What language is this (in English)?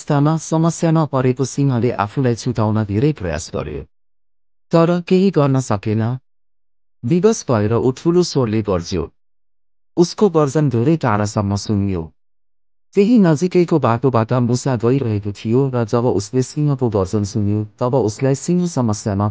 Nepali